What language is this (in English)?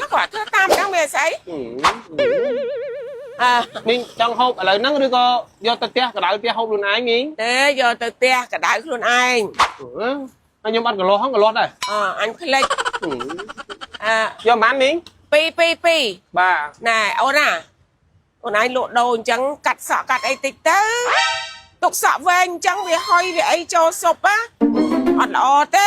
Khmer